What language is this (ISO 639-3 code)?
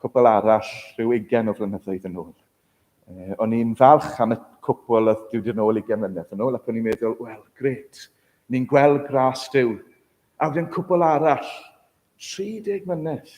cym